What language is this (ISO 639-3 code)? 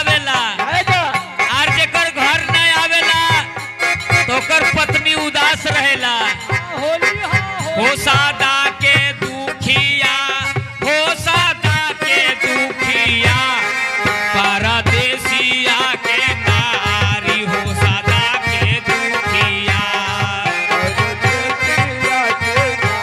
bho